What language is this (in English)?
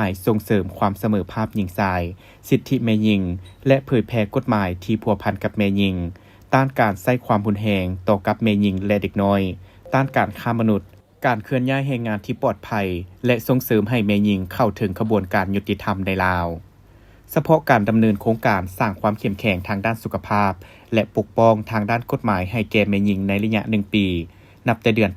Lao